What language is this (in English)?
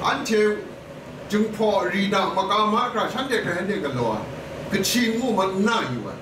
Kachin